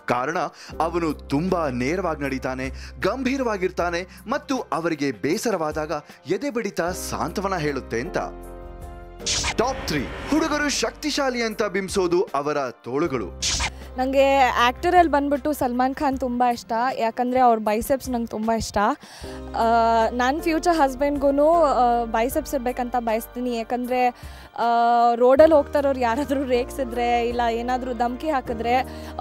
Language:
Kannada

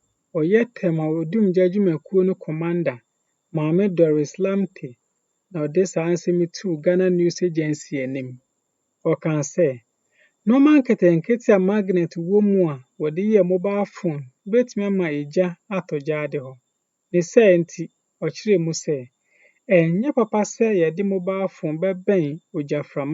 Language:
Akan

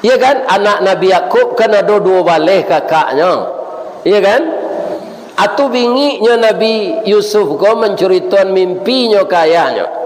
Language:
Minangkabau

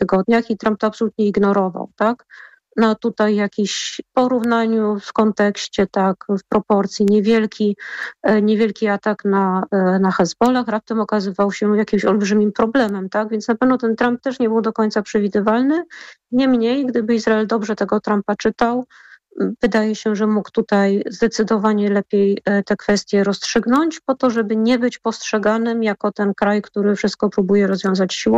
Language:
Polish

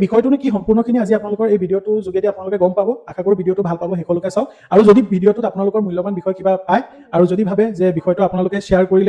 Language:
Assamese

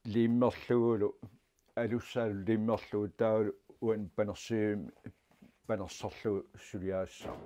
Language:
Kalaallisut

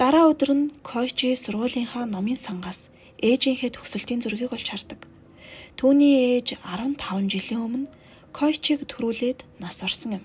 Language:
Mongolian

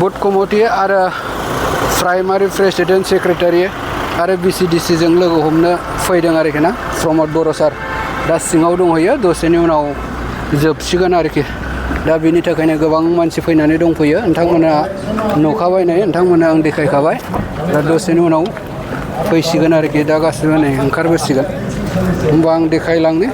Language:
Bodo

